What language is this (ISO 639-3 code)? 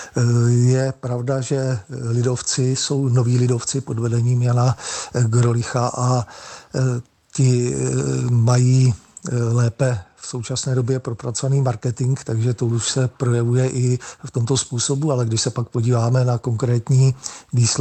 ces